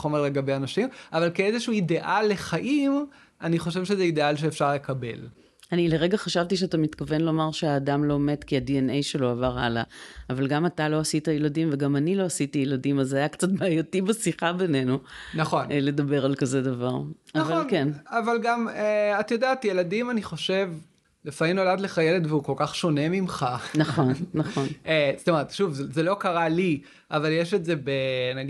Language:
Hebrew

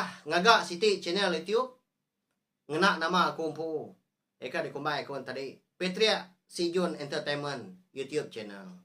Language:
Iban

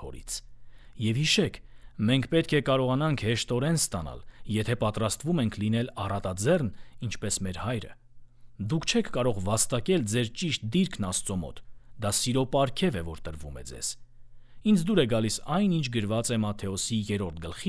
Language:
Armenian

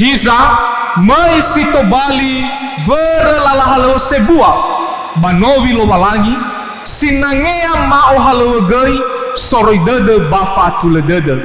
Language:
Nias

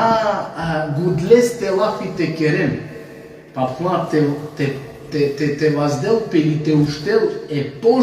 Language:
Balkan Romani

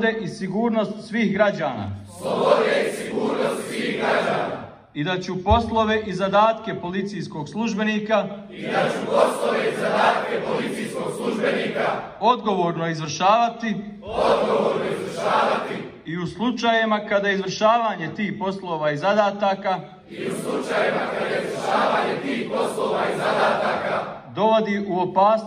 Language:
Bosnian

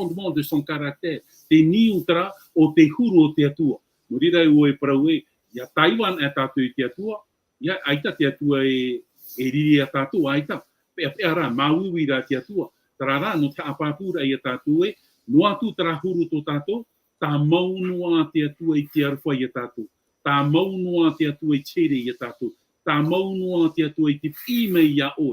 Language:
Tahitian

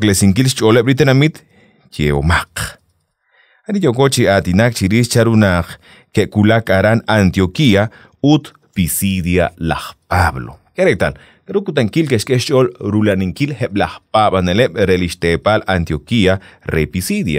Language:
Kekchí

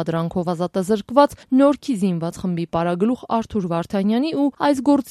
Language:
Armenian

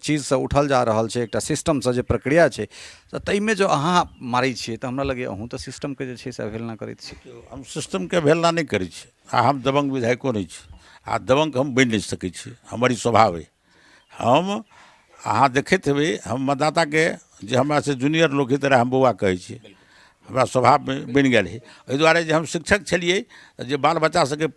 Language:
Maithili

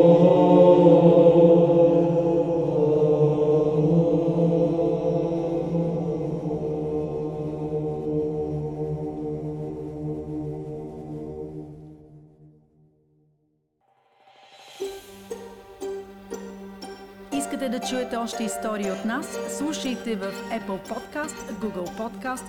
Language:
Bulgarian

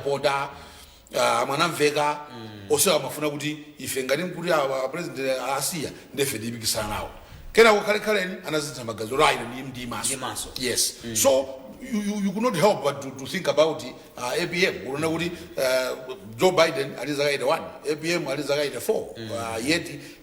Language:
Nyanja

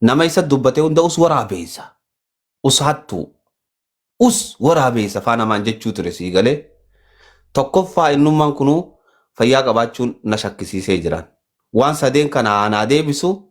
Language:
Oromo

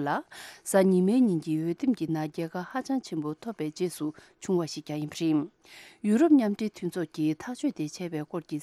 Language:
Tibetan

